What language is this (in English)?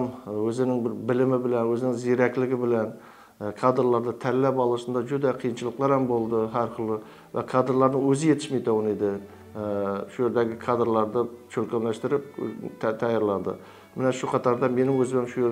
Kara-Kalpak